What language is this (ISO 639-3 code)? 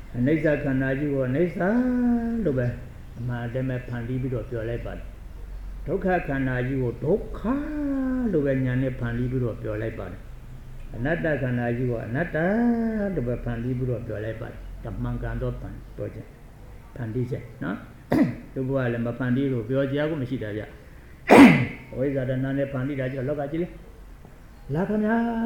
mya